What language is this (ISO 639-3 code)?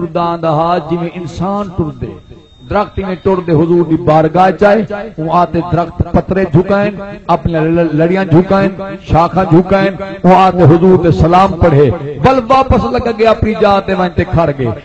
skr